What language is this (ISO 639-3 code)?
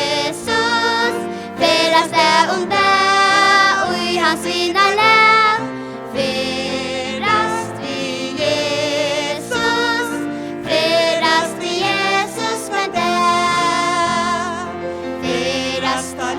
fao